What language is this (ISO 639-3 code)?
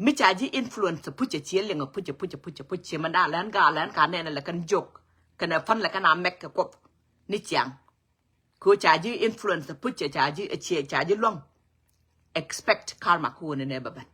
nus